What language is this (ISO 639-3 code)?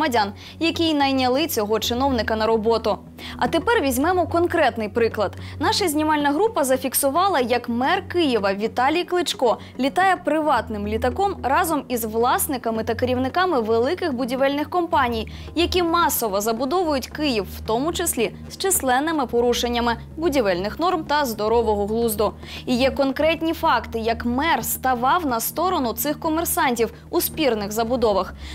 ukr